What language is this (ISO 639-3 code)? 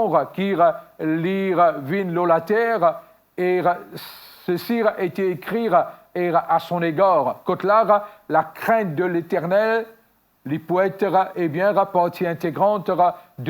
mfe